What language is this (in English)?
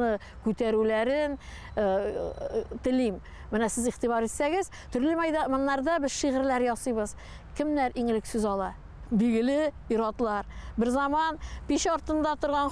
Tatar